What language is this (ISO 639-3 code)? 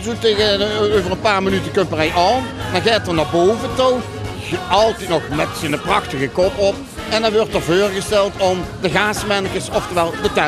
lim